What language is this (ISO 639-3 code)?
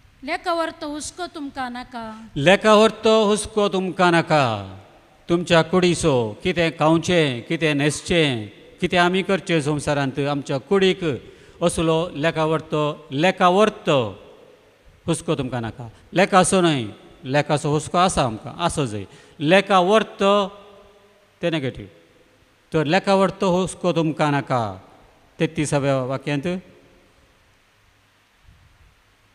kok